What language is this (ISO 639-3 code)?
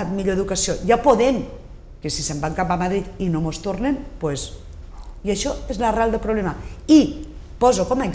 cat